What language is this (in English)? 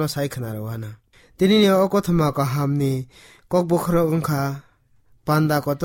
Kok Borok